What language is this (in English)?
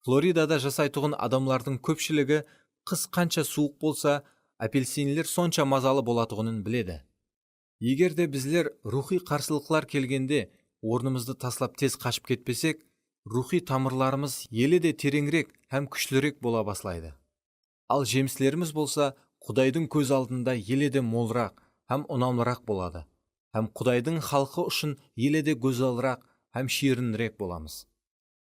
Kara-Kalpak